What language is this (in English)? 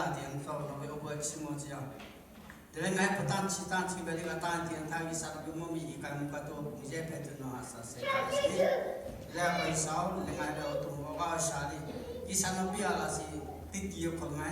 Lahu